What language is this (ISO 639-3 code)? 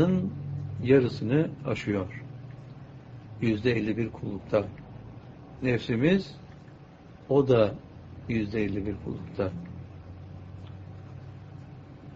tur